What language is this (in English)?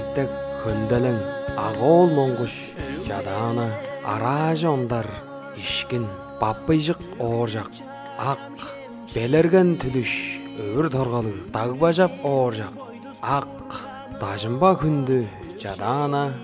Tuvinian